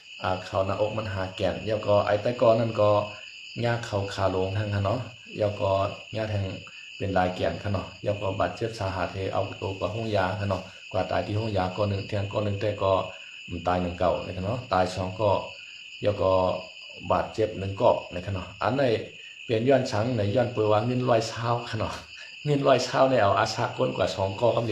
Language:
Shan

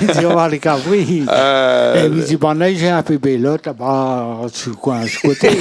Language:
Réunion Creole French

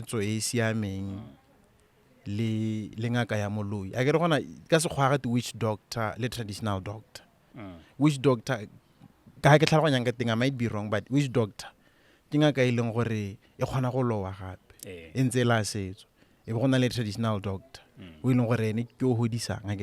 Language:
Tswana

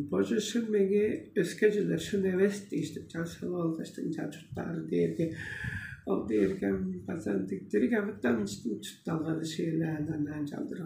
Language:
Tuvinian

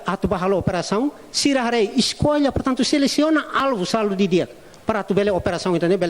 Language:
Tetum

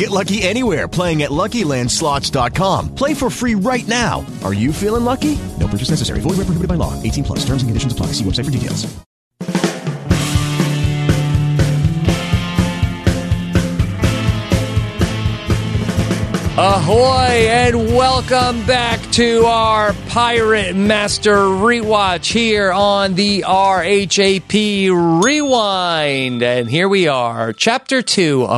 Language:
English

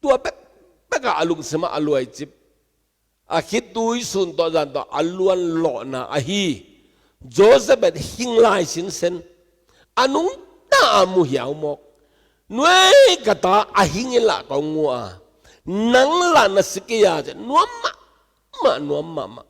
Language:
Tedim Chin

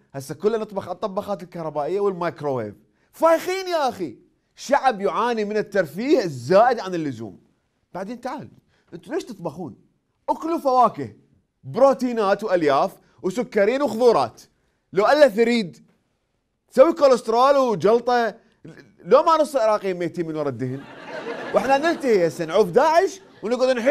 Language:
Mesopotamian Arabic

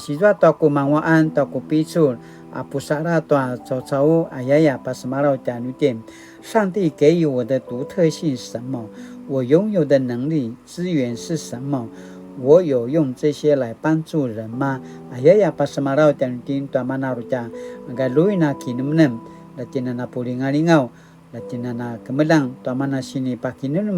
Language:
Paiwan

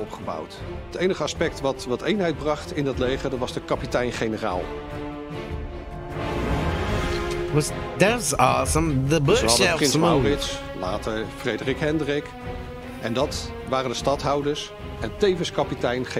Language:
Dutch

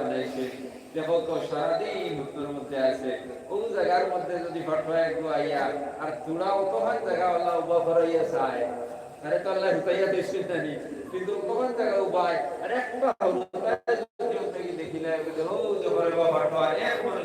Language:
Sylheti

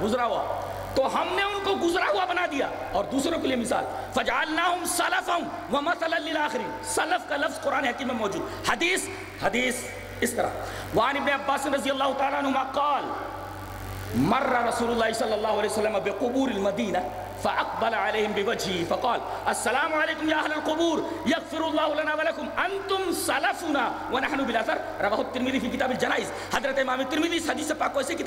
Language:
Urdu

